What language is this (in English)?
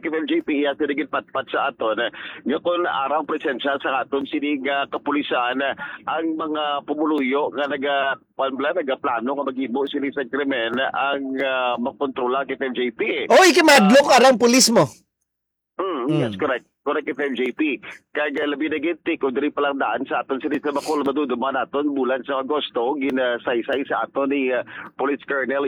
Hiligaynon